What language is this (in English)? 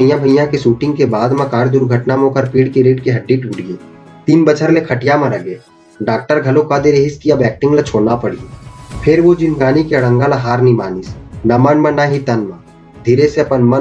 Chhattisgarhi